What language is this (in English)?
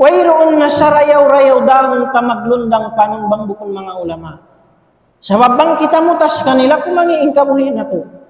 Tausug